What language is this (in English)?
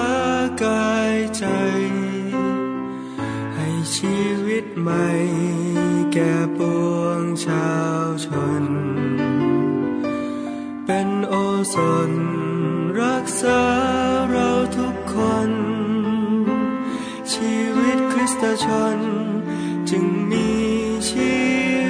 Thai